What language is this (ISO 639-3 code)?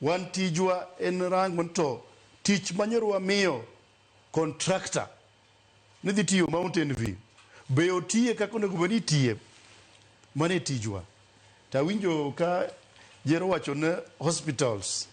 luo